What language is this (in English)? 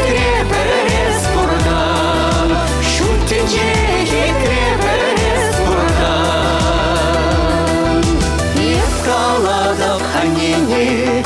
Chuvash